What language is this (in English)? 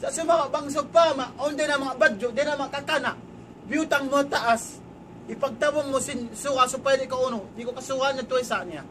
Tausug